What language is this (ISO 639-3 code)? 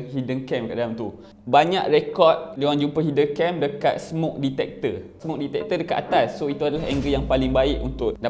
msa